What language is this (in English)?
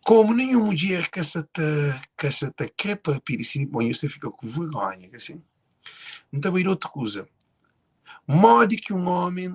Kabuverdianu